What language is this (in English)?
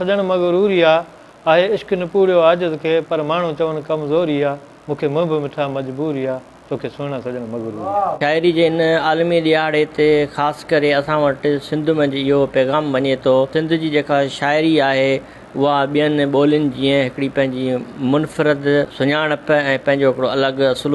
Sindhi